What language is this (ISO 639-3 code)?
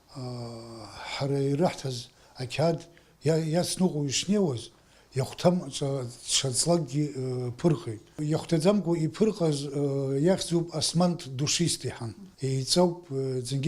abk